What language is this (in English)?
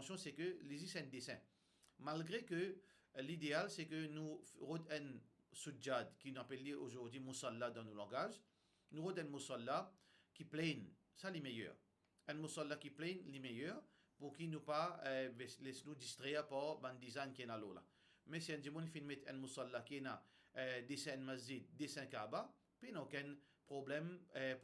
Morisyen